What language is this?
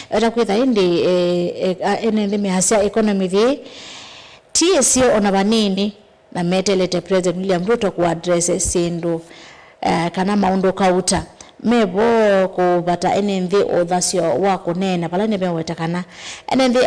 Kamba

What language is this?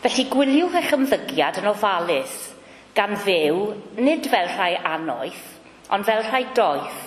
Welsh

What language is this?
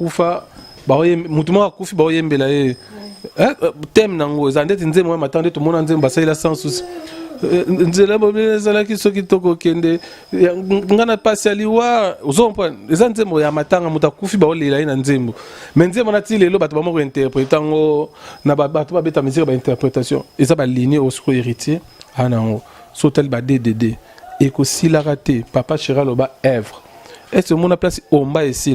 Lingala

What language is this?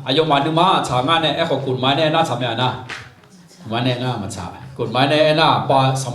Akha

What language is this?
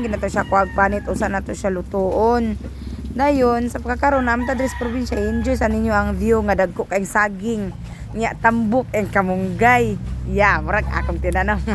Cebuano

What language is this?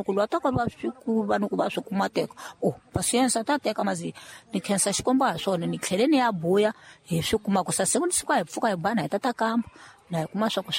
Tsonga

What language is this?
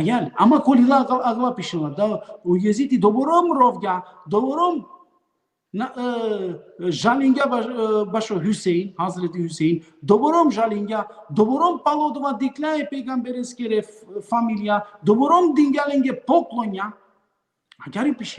Balkan Romani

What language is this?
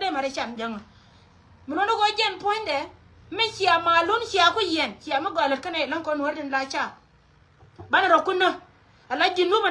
Nuer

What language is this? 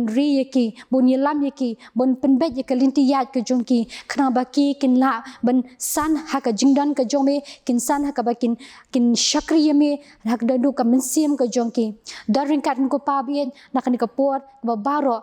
Khasi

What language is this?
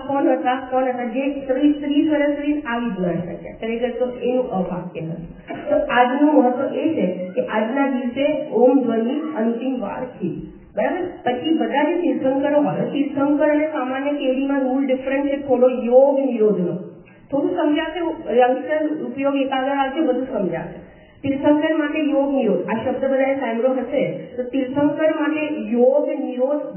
Gujarati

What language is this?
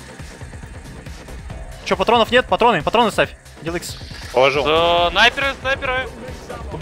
Russian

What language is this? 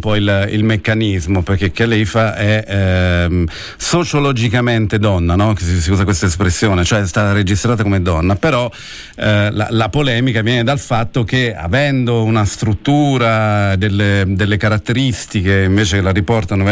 Italian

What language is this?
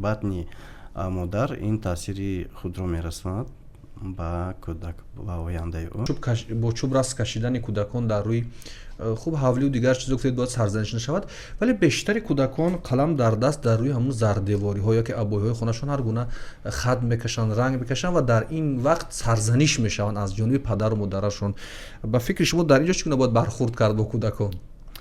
Tajik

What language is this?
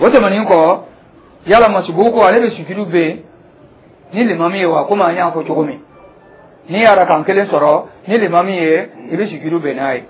Dyula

